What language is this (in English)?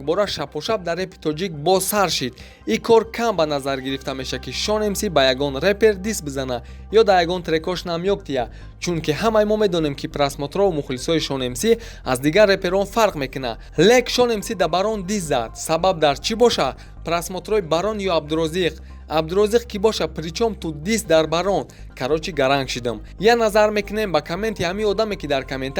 Tajik